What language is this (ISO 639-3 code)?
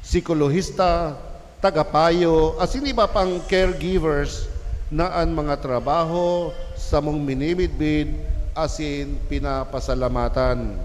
bik